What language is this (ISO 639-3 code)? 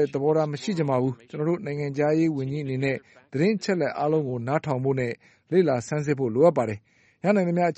mya